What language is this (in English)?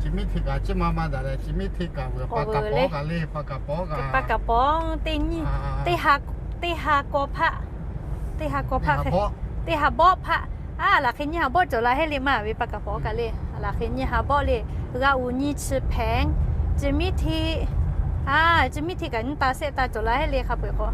Lahu